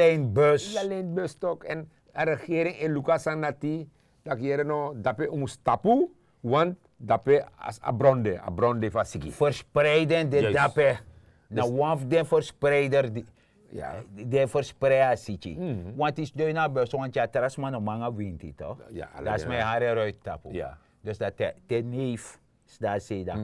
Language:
Sranan Tongo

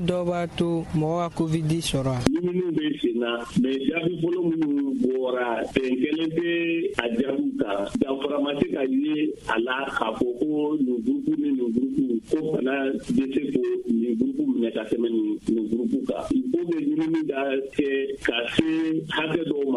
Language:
Bambara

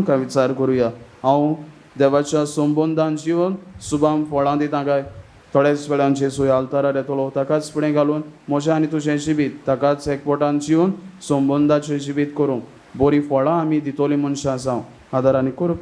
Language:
Konkani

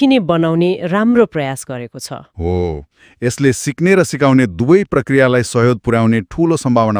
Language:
Nepali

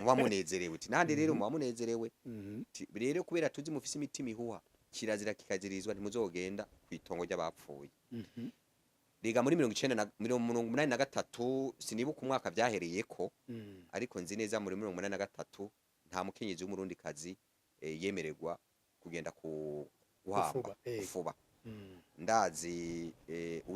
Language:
Rundi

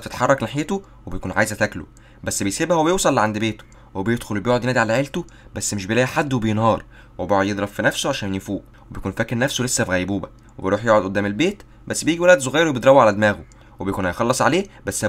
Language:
Egyptian Arabic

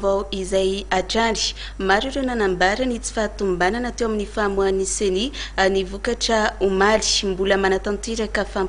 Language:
Malagasy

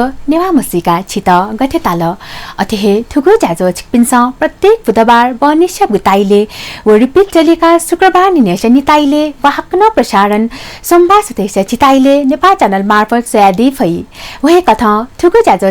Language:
Newari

